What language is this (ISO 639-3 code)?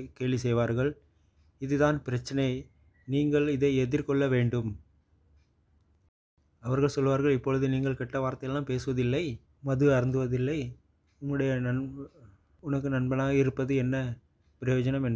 tam